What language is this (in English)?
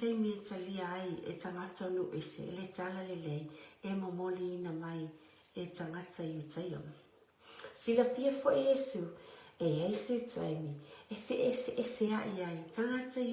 Samoan